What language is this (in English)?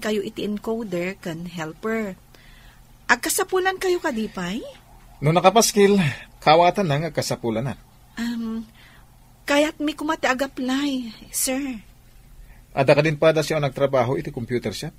Iloko